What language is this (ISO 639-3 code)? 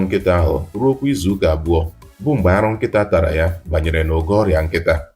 ibo